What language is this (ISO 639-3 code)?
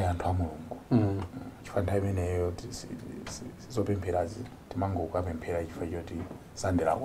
nya